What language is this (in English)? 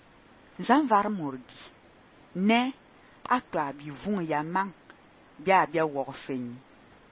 Fang